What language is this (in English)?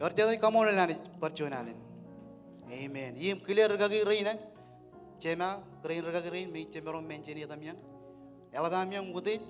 Marshallese